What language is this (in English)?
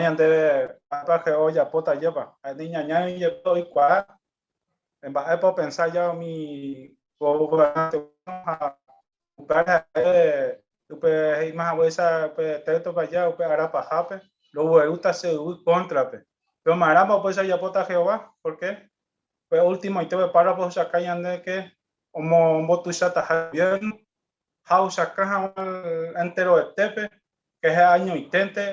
Guarani